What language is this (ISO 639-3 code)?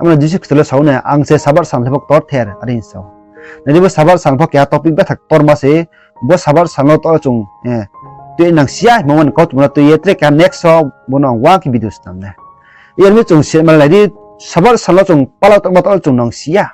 ria